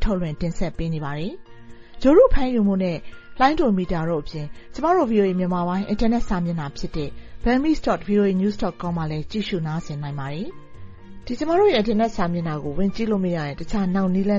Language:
Burmese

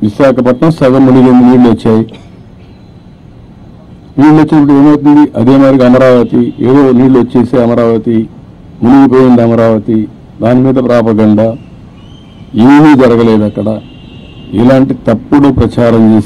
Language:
Telugu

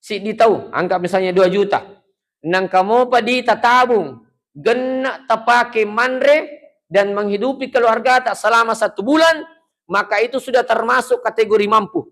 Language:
Buginese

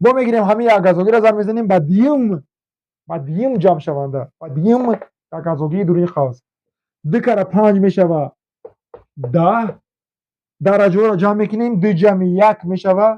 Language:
Tajik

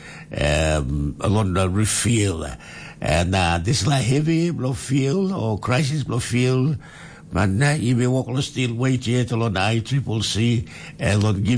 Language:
Tok Pisin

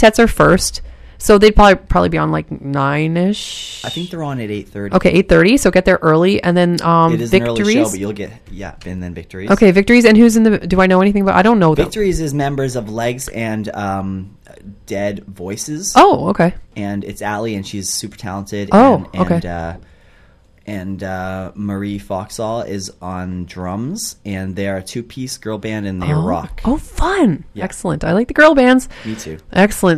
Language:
English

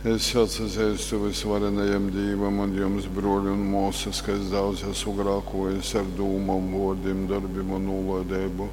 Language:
Latgalian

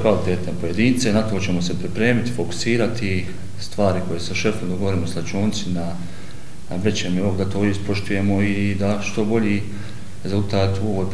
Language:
Bosnian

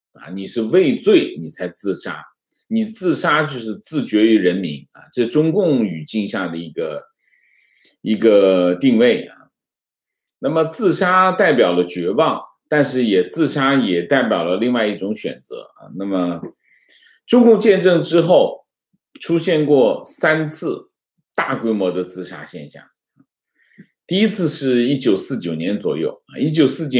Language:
Chinese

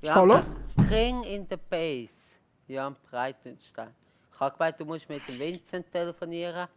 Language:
Swiss German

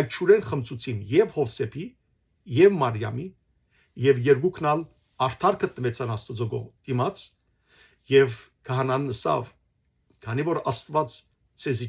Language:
Western Armenian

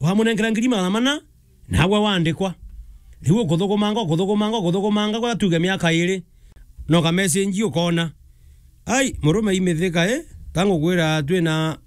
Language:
Meru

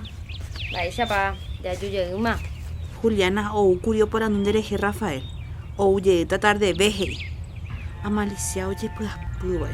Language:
Guarani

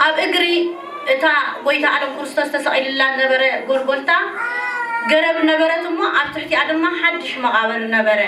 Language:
Tigrinya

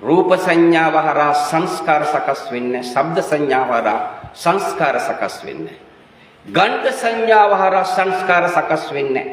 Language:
Sinhala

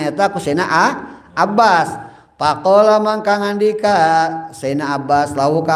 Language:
Sundanese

